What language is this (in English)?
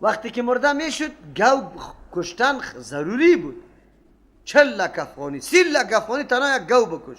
Persian